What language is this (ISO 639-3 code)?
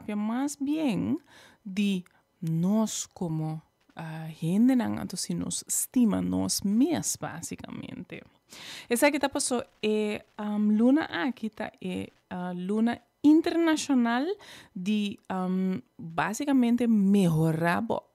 pap